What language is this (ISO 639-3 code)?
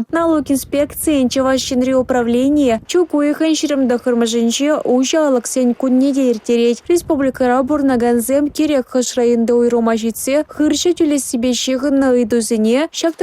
chv